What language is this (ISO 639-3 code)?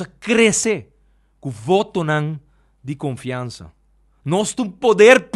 pap